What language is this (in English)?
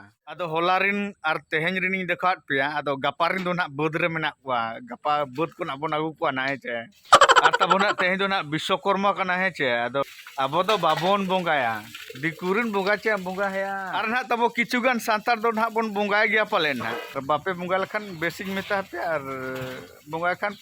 Santali